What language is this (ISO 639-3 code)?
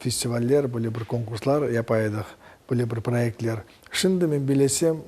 crh